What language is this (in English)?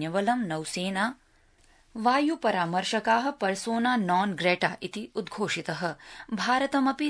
Sanskrit